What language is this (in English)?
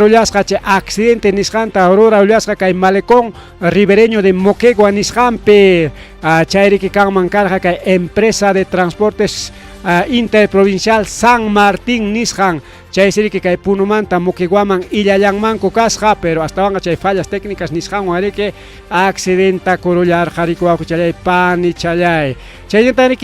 Ayacucho Quechua